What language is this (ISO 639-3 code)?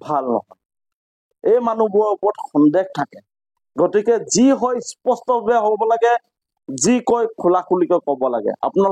asm